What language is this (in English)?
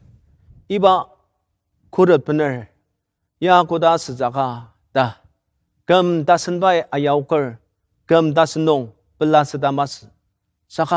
Ao Naga